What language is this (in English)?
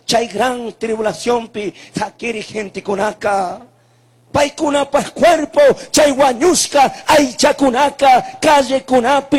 Chimborazo Highland Quichua